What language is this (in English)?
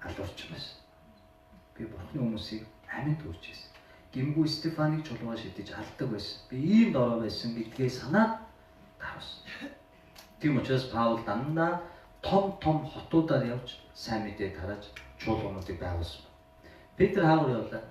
Mongolian